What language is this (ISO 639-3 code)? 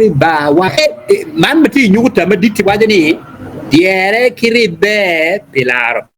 ach